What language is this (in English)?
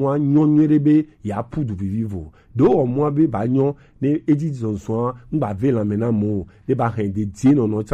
Gen